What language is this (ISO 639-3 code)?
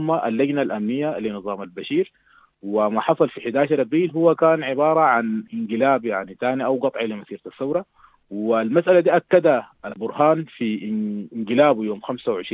apd